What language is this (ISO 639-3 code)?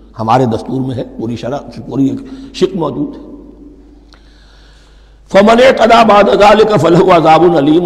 urd